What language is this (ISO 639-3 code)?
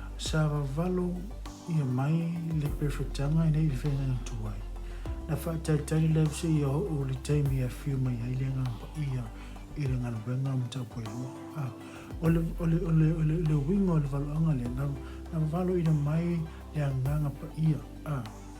smo